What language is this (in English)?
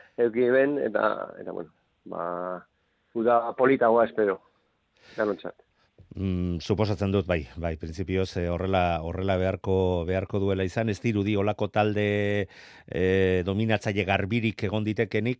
Basque